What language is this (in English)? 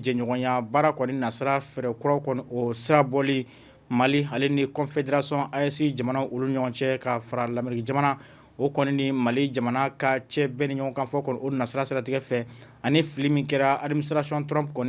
Bambara